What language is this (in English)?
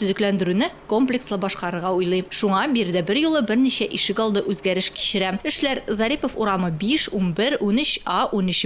Tatar